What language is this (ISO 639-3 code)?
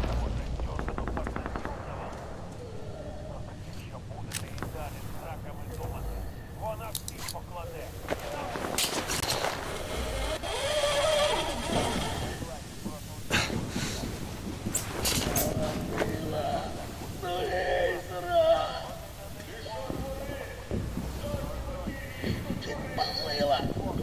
ukr